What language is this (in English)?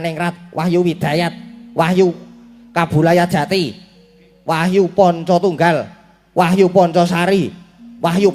Javanese